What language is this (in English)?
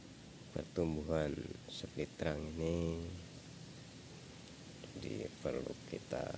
Indonesian